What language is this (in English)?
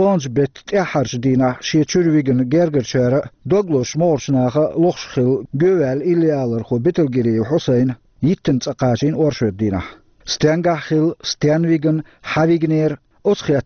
Chechen